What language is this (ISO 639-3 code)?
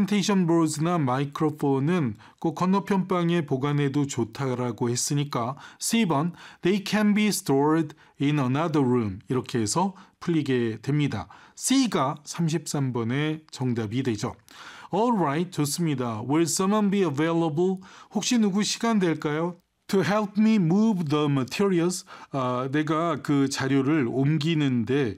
kor